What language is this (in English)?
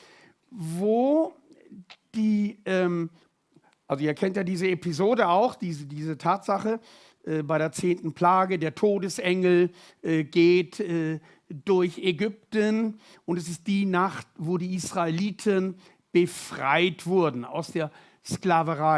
Swiss German